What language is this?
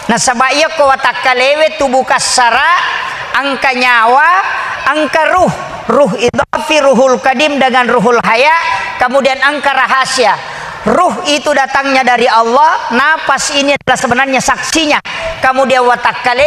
Buginese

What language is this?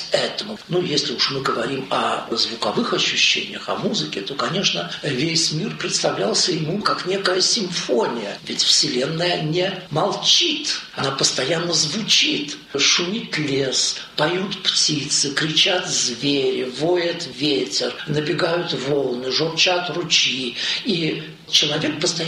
Russian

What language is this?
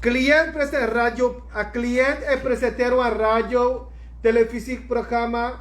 Sranan Tongo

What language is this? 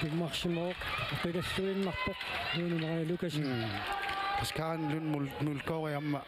Kalaallisut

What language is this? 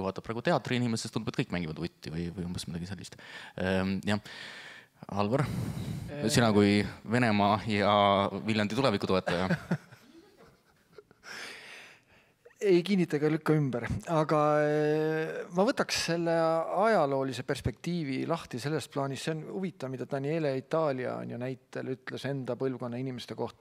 Estonian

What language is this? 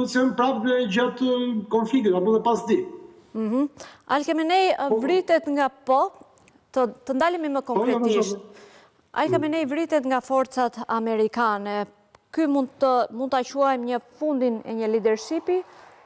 Albanian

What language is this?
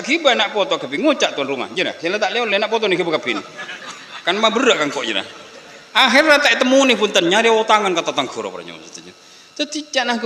Madurese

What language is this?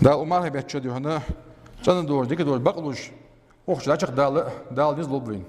Ingush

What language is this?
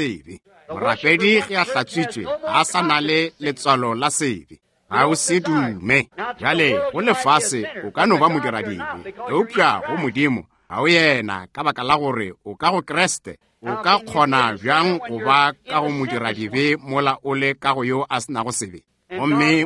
Northern Sotho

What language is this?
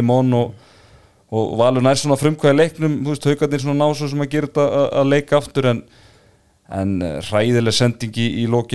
Icelandic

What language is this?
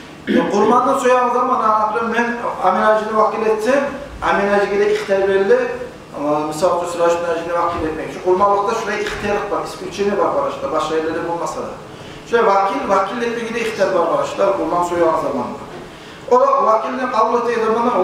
Kumyk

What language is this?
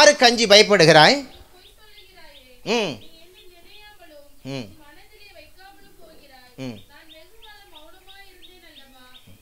Tamil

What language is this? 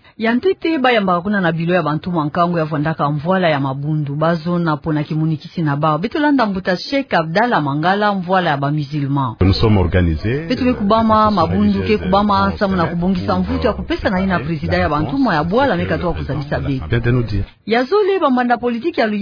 Kituba (Democratic Republic of Congo)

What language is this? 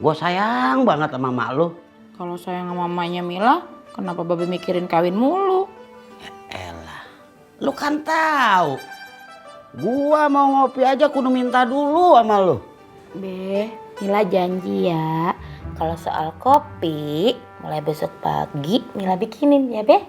Betawi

